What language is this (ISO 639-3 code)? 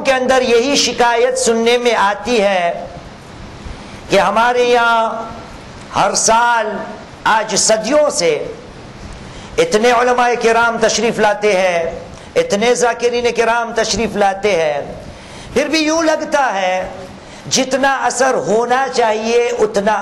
urd